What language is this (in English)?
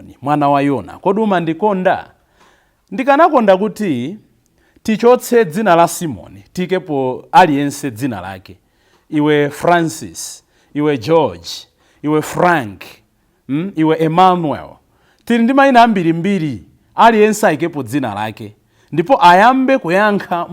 Nyanja